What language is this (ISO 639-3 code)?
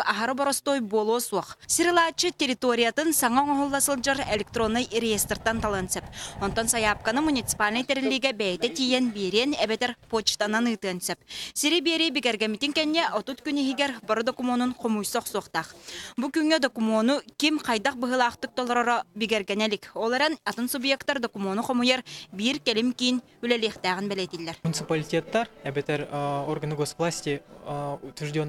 sah